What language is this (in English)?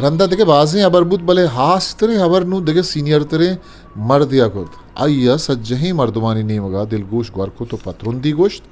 Eastern Balochi